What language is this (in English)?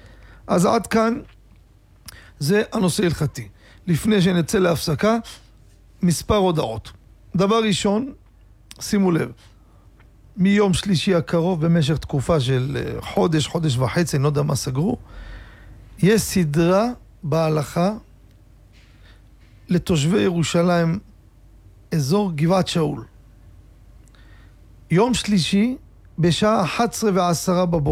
Hebrew